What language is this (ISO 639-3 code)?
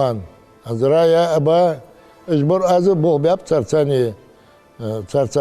inh